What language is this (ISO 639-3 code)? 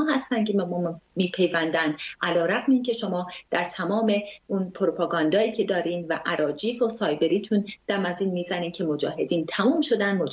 fas